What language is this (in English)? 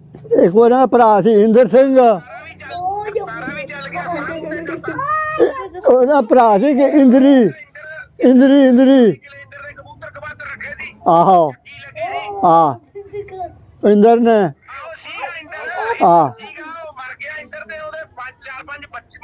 Punjabi